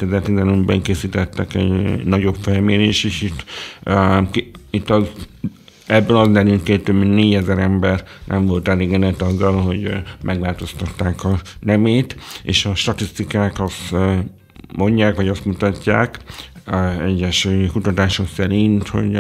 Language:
Hungarian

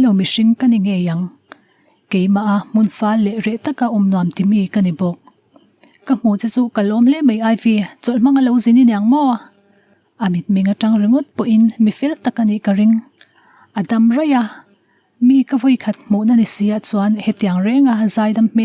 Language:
Mizo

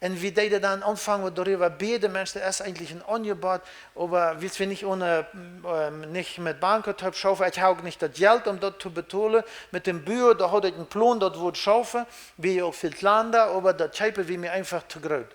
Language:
Plautdietsch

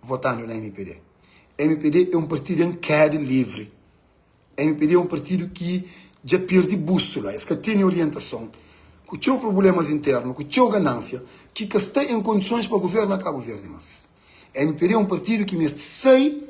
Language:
Kabuverdianu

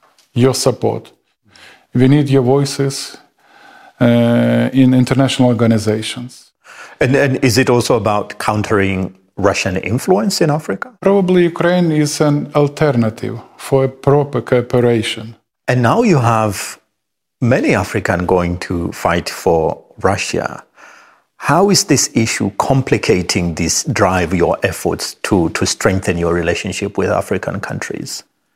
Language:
English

